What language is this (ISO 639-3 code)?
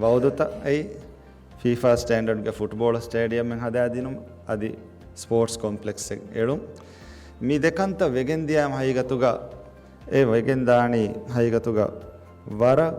div